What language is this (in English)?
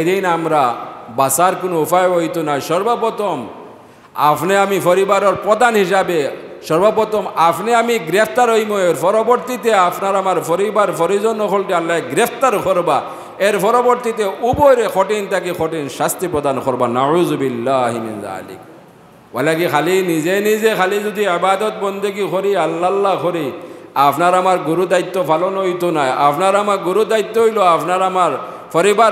Sylheti